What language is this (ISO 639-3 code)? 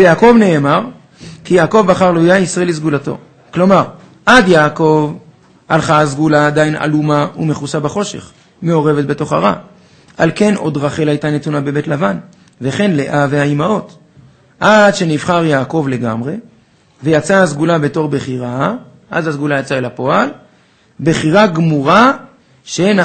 heb